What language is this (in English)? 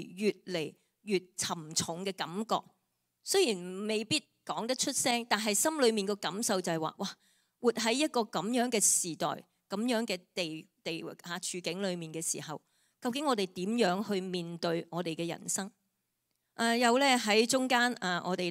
Cantonese